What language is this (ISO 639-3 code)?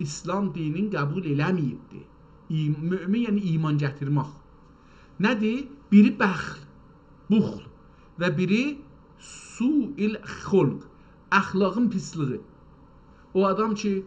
azb